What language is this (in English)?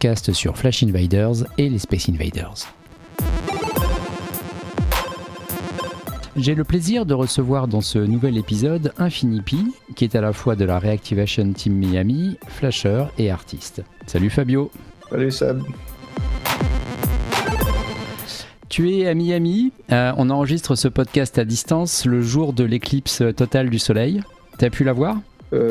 French